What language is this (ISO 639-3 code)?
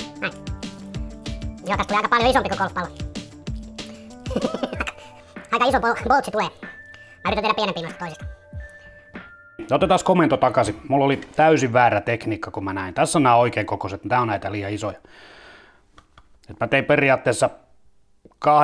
fin